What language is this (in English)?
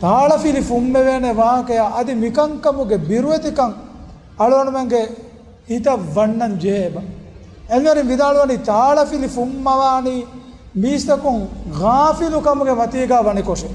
Divehi